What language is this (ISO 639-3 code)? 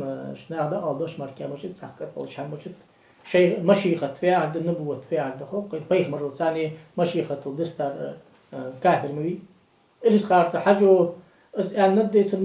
inh